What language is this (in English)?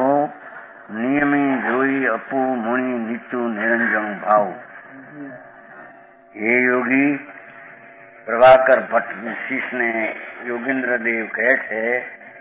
Gujarati